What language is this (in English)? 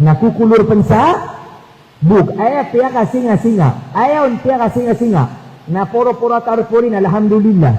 Maranao